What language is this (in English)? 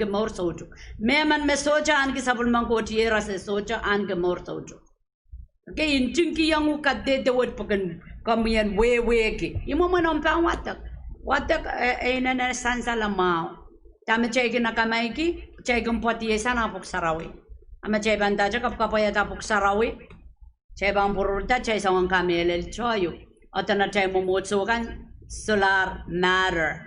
Pohnpeian